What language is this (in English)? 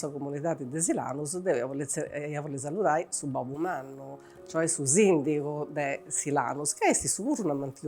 Sardinian